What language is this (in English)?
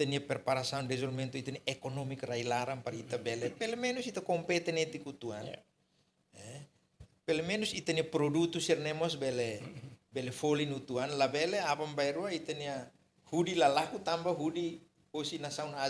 Tetum